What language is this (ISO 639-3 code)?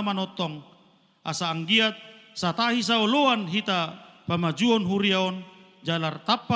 bbc